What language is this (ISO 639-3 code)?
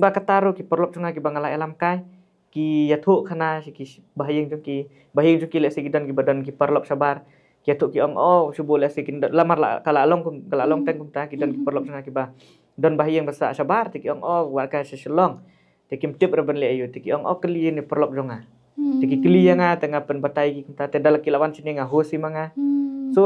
kha